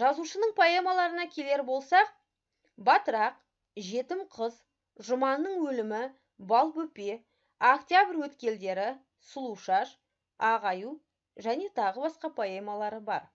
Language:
Kazakh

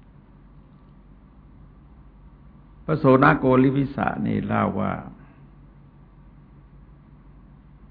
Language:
Thai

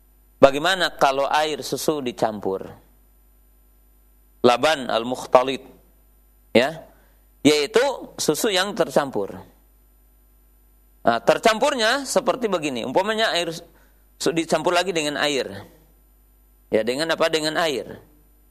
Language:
Indonesian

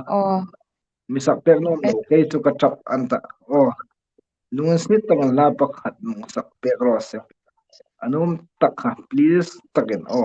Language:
Hmar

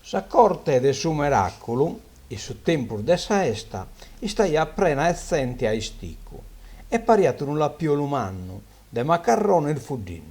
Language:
Sardinian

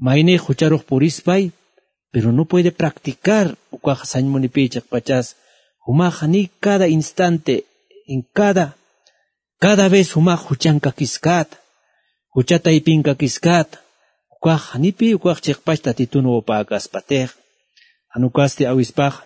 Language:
Aymara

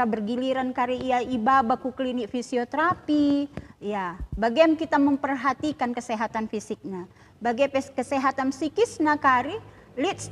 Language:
Batak Karo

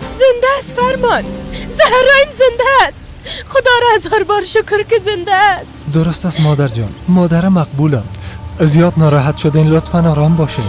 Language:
Persian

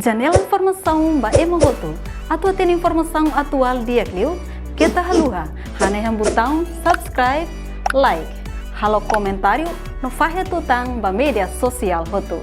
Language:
Tetum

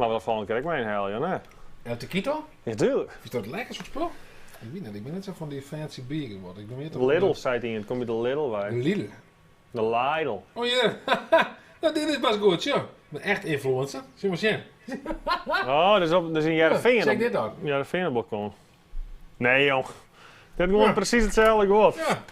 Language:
Western Frisian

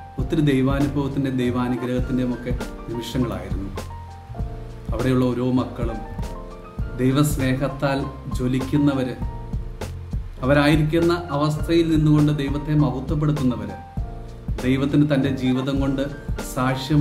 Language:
Malayalam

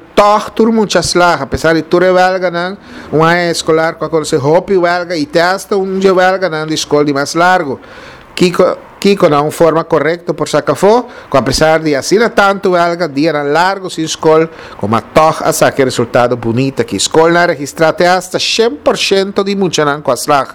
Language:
Papiamento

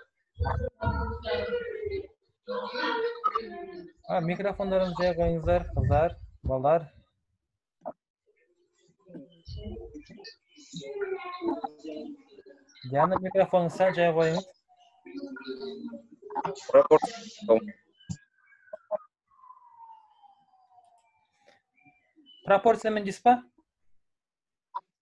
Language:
Kazakh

